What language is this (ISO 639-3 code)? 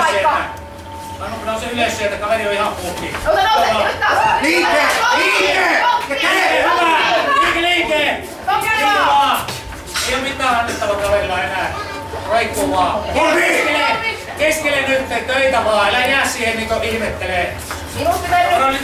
fin